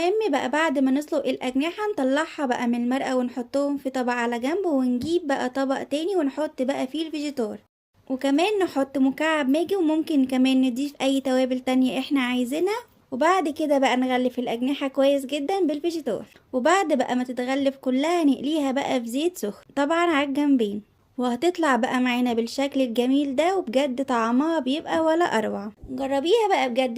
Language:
Egyptian Arabic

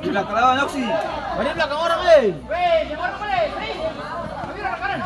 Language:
Ambonese Malay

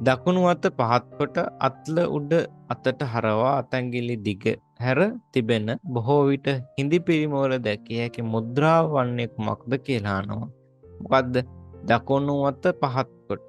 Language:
Sinhala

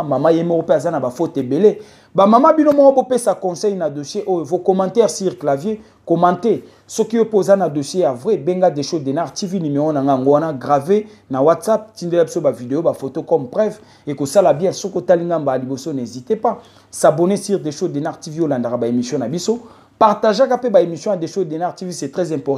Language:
Lingala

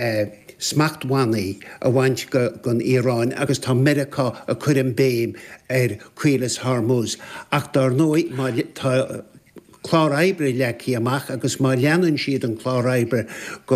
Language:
Irish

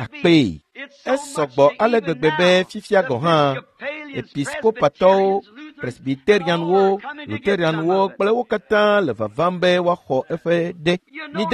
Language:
Ewe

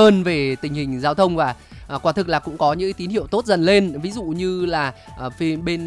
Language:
Vietnamese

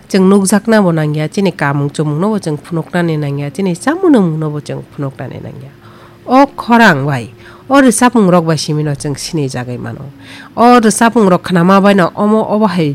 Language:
Kok Borok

